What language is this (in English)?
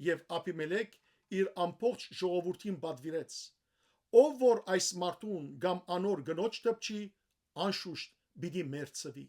Western Armenian